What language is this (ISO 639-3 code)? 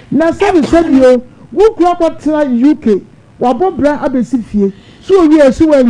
aka